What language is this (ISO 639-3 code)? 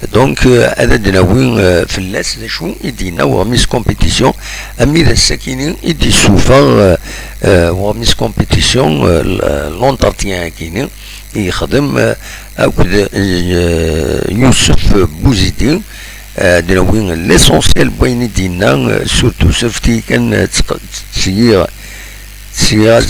kab